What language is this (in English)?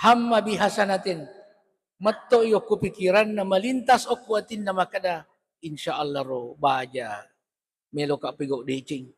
Buginese